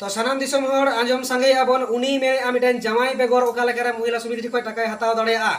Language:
Santali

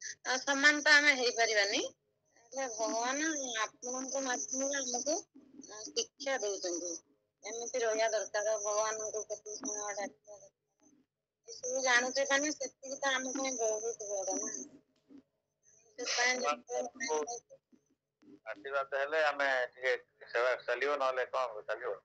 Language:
Odia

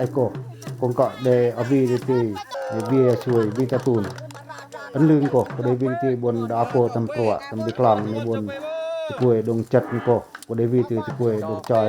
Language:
Pacoh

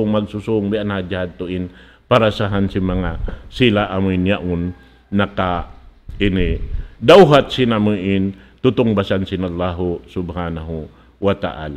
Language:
Tausug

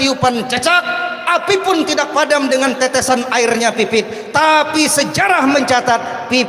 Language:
Banjar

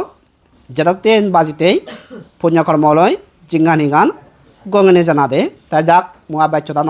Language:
Chakma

